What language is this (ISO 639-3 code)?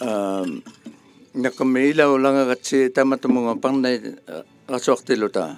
iku